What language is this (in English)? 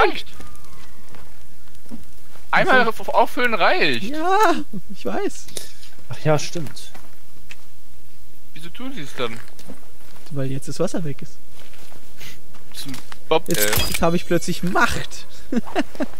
German